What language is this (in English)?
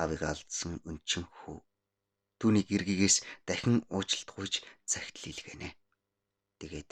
Mongolian